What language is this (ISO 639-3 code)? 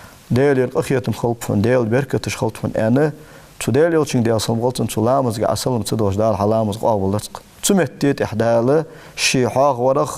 inh